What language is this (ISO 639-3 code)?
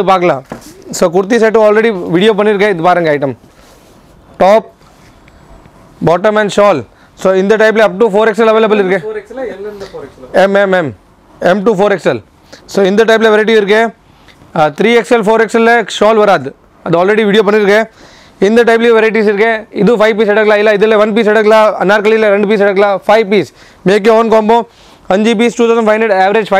tam